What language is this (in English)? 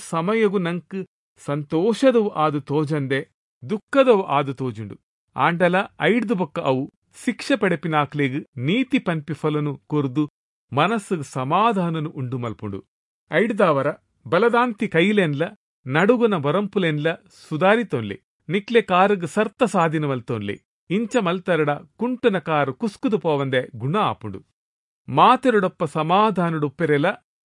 Tulu